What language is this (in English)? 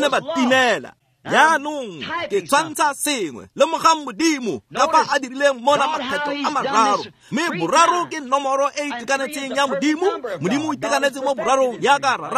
Tswana